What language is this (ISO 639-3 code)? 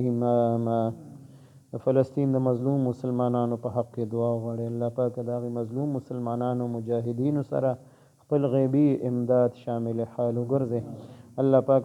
pus